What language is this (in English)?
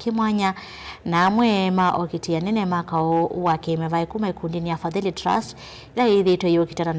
Kamba